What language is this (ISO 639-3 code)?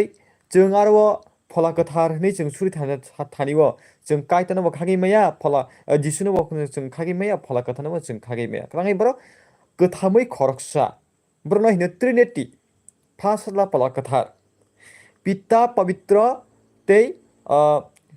trp